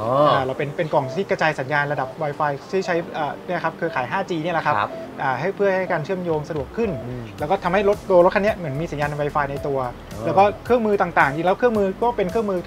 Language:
Thai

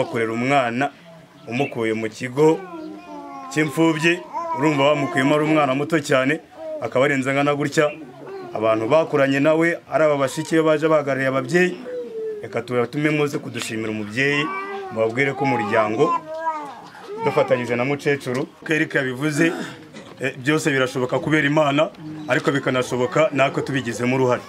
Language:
Kinyarwanda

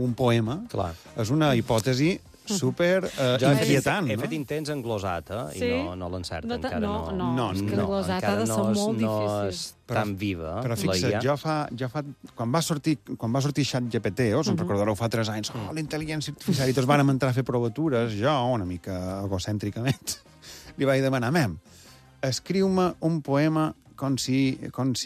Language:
Catalan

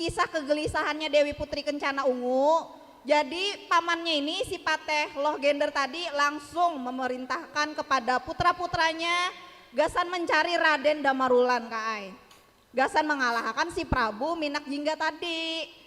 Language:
Banjar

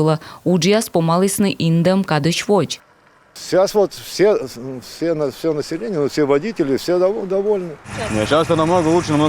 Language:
Komi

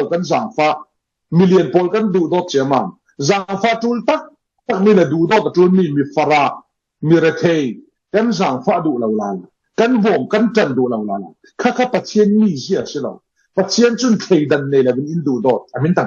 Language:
Falam Chin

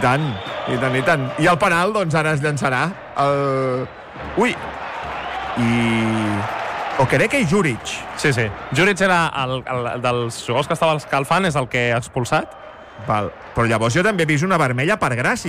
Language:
Catalan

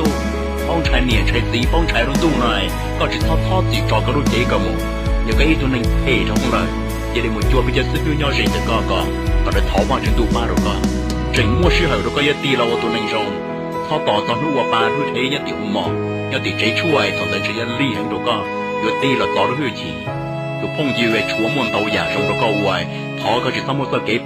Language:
Hmong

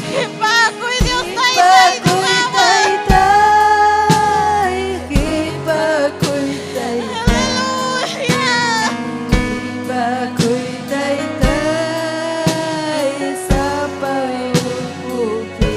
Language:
Ayacucho Quechua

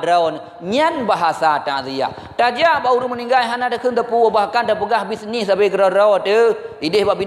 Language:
Achinese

